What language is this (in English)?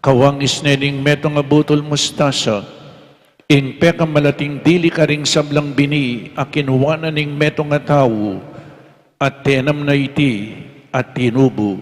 Pampanga